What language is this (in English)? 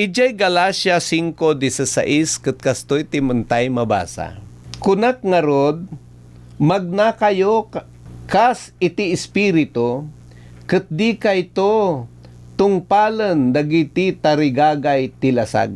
Iloko